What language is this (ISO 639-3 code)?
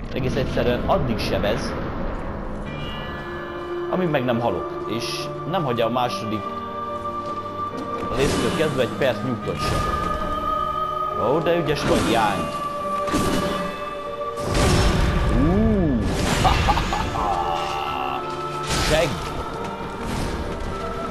hun